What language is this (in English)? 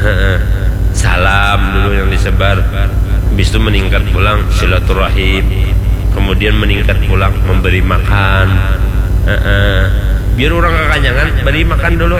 Banjar